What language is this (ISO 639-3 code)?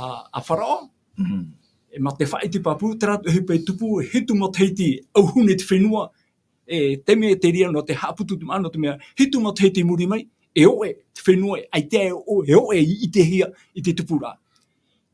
tah